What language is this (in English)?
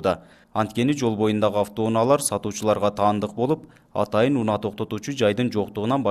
Kyrgyz